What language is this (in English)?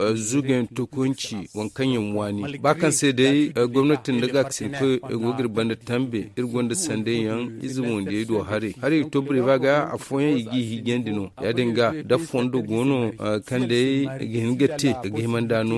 Zarma